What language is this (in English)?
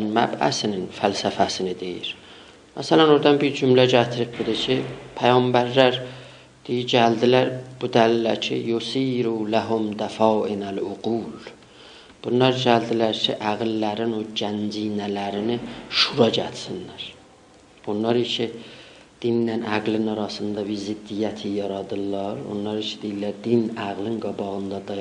South Azerbaijani